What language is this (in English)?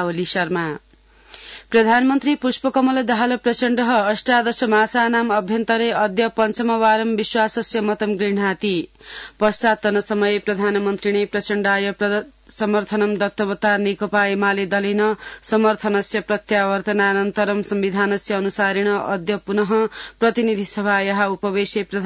Sanskrit